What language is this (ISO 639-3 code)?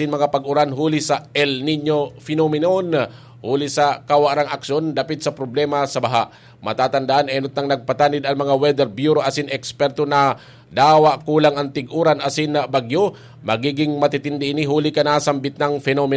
bik